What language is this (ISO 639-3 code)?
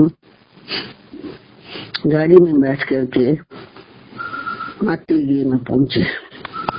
hin